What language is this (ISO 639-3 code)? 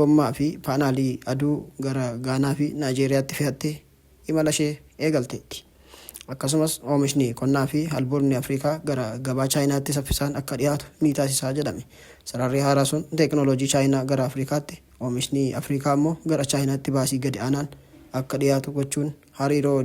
orm